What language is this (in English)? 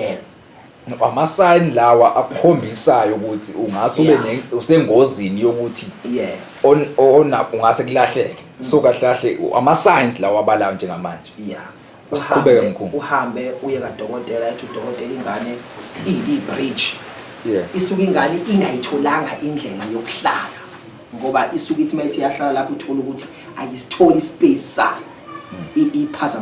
Zulu